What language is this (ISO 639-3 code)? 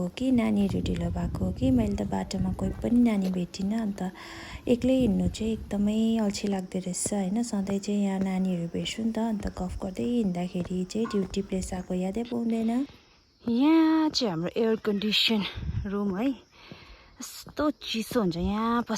nep